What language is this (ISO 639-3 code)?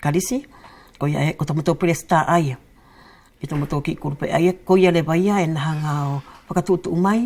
wls